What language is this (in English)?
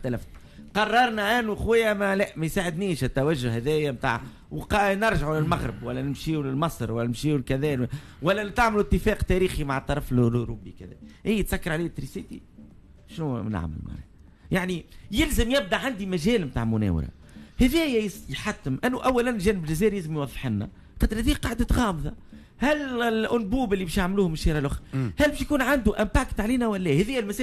Tunisian Arabic